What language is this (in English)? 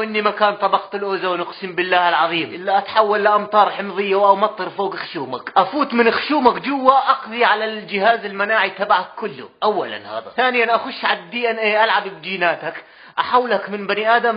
North Levantine Arabic